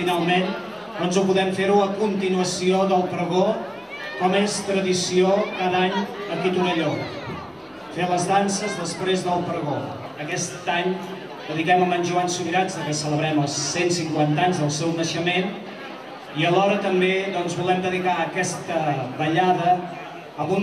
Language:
Catalan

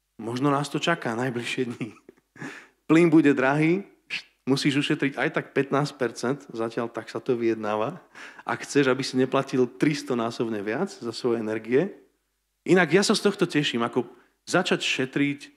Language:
Slovak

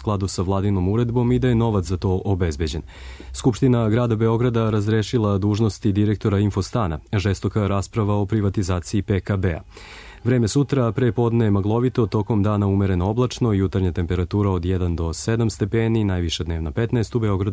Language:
Serbian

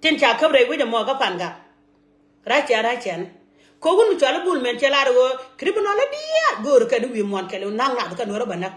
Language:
Nuer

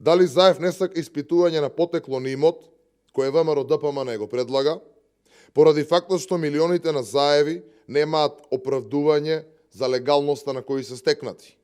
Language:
Macedonian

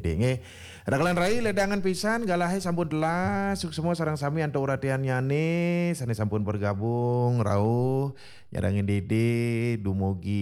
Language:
Balinese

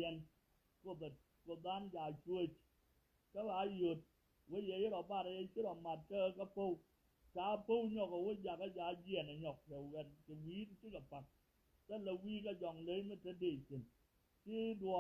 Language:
Nuer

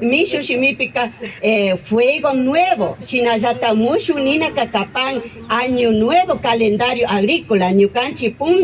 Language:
Imbabura Highland Quichua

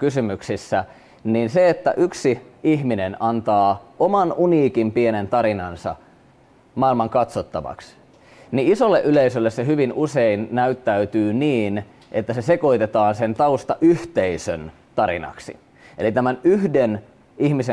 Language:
Finnish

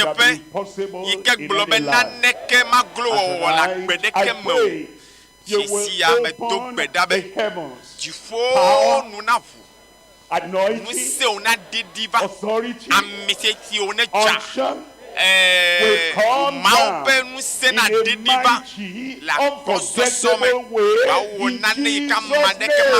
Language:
Ewe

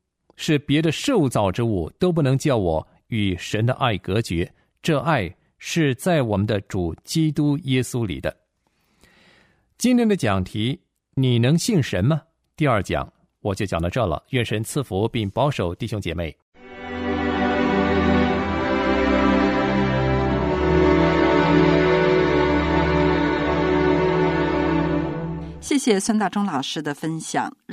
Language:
Chinese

